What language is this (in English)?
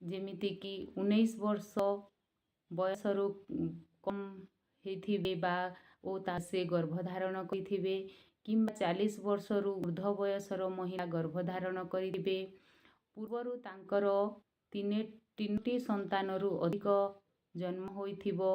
Odia